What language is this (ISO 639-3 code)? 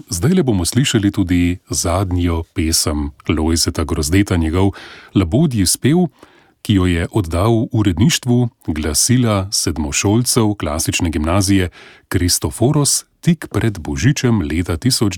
slv